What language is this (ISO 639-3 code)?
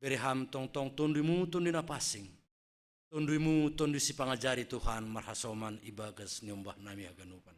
bts